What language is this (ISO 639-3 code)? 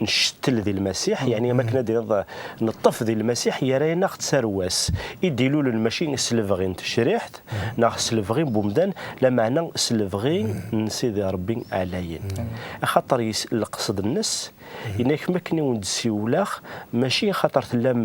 kab